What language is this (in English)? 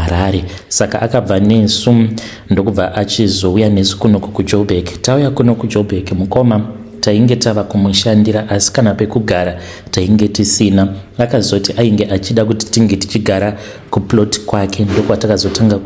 Shona